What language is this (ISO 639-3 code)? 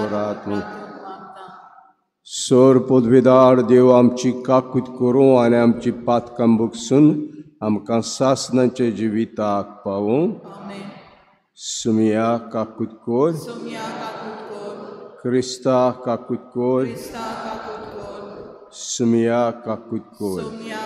kok